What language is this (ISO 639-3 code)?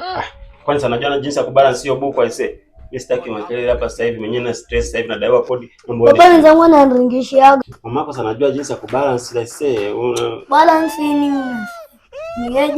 swa